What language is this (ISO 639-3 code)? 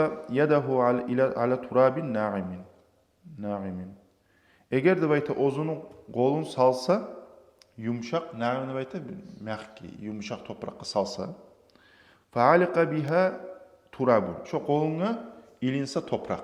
kum